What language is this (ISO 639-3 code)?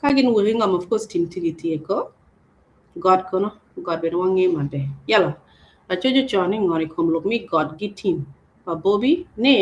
ach